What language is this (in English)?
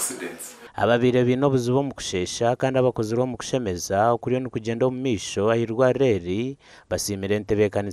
Nyankole